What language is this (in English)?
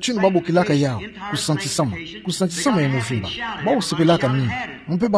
Kituba (Democratic Republic of Congo)